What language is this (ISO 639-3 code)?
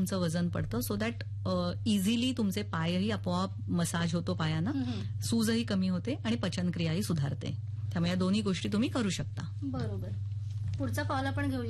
mar